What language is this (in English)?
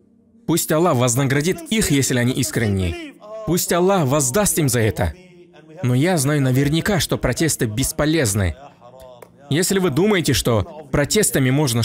Russian